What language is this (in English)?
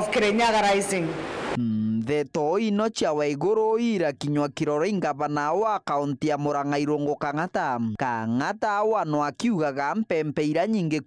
Meru